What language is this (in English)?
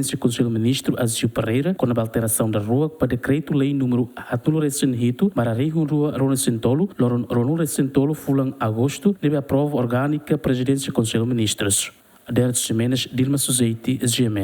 Tetum